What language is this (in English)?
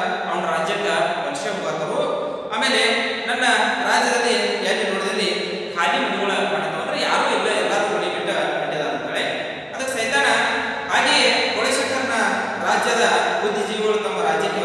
Kannada